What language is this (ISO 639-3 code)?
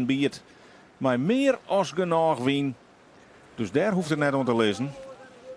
fry